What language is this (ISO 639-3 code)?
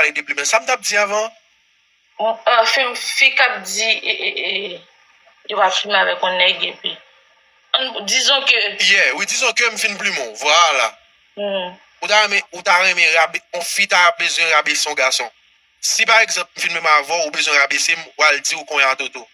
hat